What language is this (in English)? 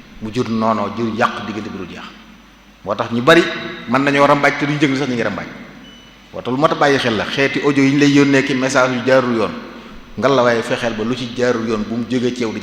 Wolof